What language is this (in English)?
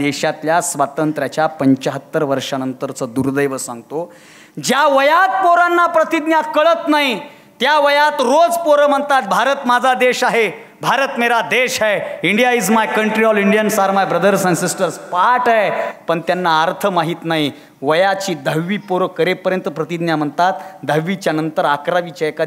Marathi